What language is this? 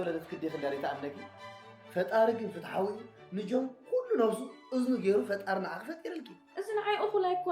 Tigrinya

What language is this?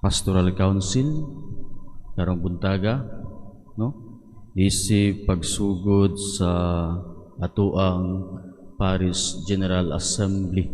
Cebuano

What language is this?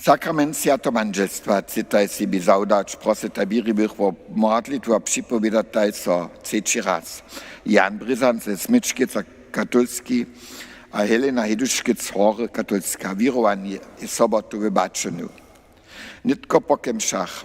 Upper Sorbian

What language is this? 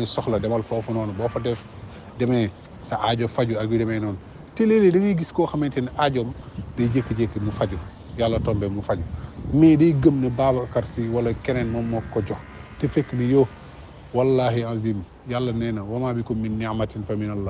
Wolof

